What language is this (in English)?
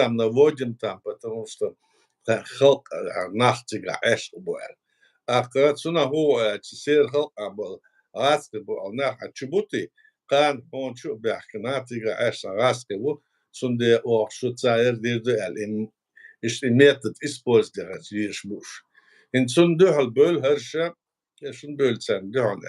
Chechen